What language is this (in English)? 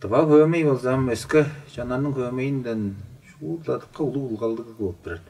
Tuvinian